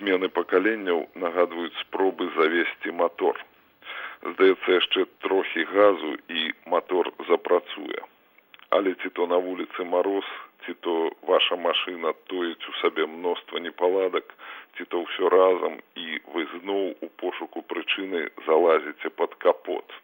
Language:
Belarusian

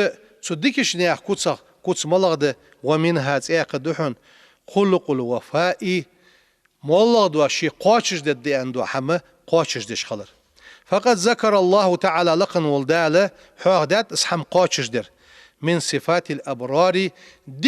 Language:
Ingush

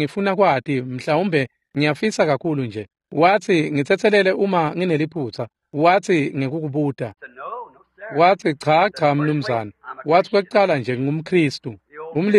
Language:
Swati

